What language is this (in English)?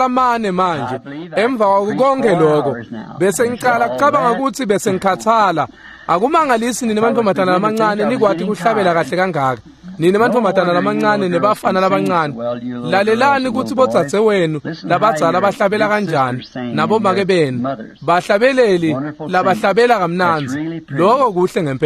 Swati